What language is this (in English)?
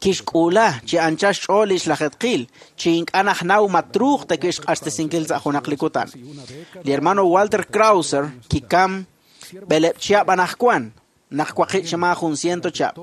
Kekchí